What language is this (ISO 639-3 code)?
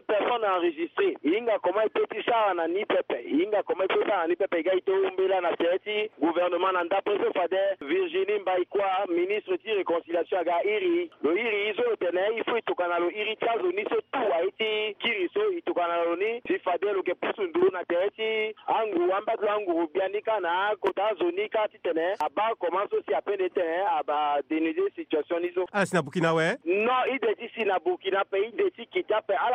sag